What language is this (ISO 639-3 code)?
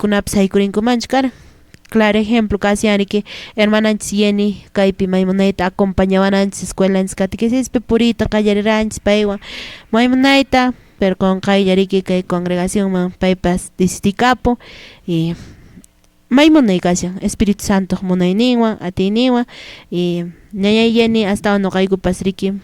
que